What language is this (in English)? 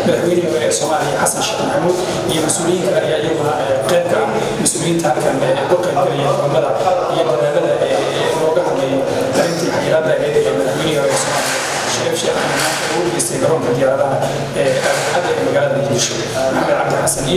Somali